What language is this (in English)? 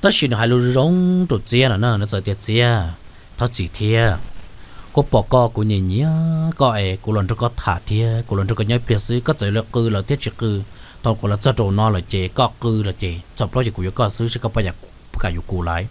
Hmong